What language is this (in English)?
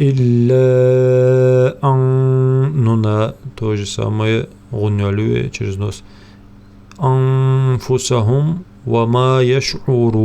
Ingush